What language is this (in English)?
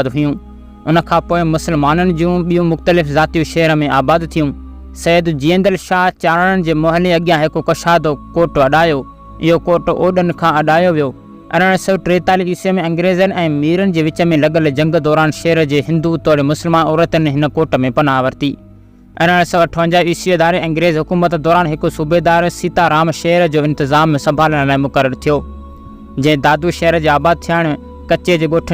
Sindhi